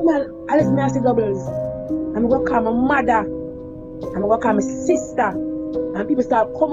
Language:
Jamaican Creole English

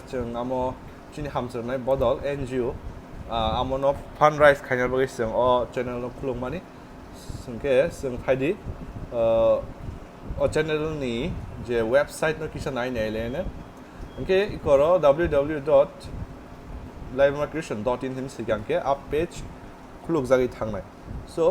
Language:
Kok Borok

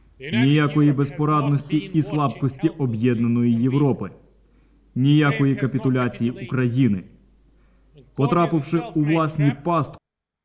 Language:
Ukrainian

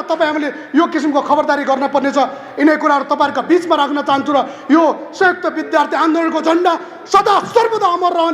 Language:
Nepali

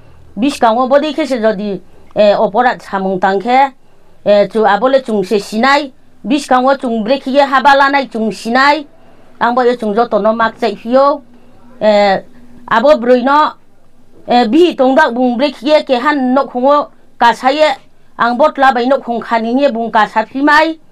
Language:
Riang (India)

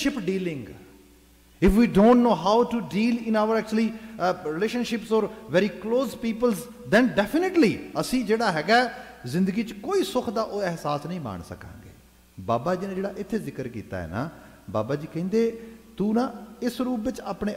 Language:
Punjabi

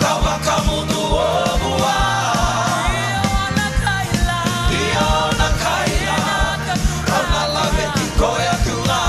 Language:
Fijian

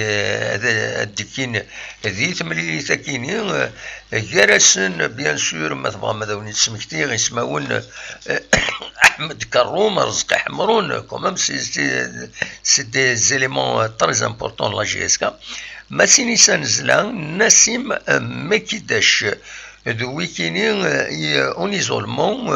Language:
Kabyle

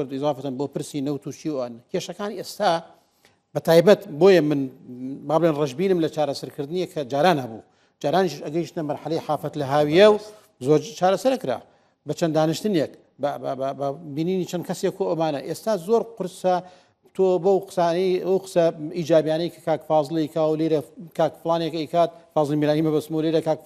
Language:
Central Kurdish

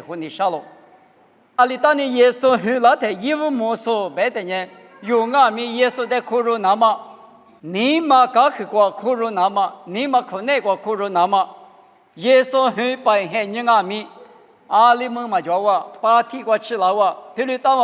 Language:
Lisu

